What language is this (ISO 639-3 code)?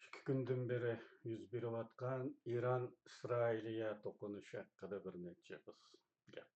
uig